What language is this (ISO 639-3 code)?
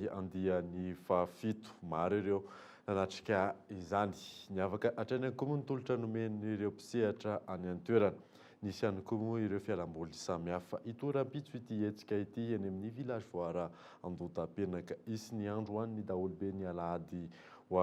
mlg